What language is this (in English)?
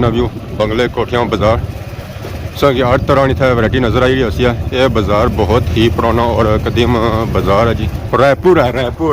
Pahari-Potwari